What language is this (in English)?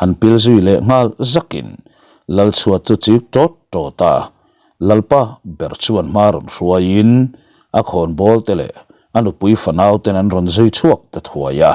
Mizo